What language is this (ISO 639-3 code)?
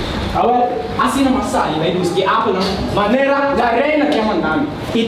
pap